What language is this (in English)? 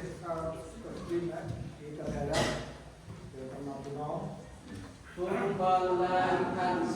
Central Mnong